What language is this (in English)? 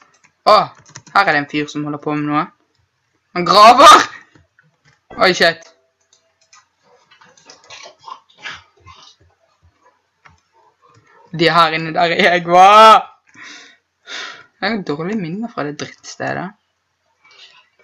Norwegian